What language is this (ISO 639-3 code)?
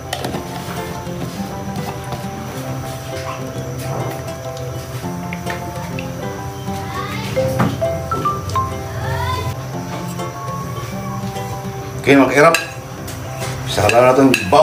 fil